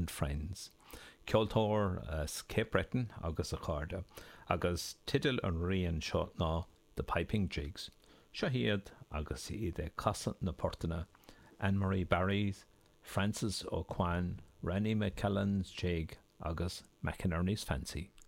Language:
Irish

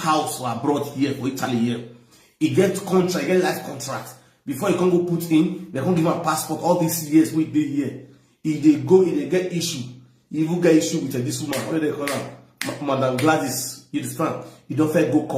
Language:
Nigerian Pidgin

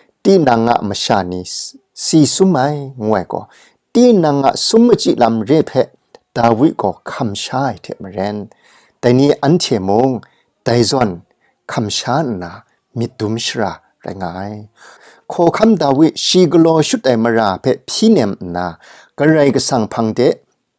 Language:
Kachin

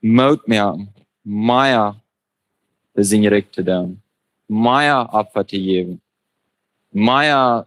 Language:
Plautdietsch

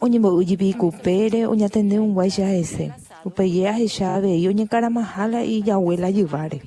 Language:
Guarani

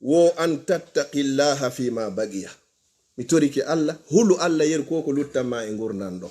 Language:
Fula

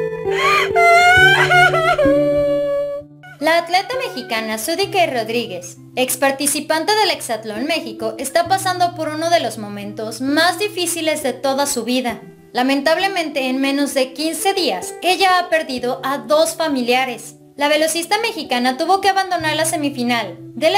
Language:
Spanish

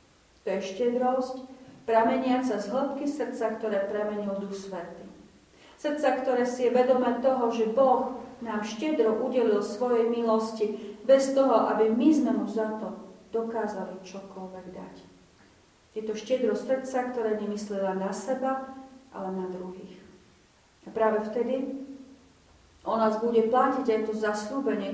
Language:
Slovak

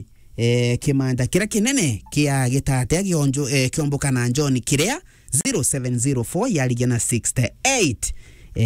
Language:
Meru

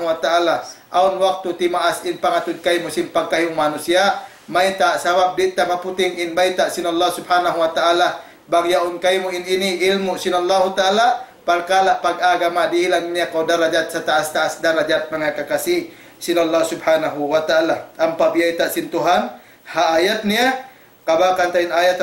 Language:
Tausug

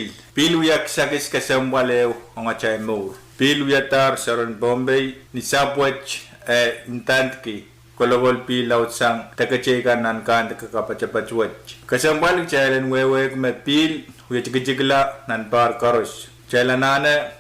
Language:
Pohnpeian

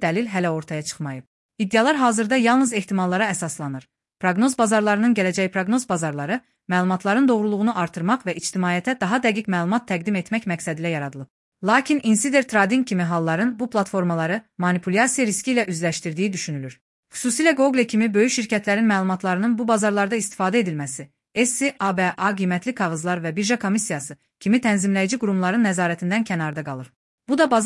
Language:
Azerbaijani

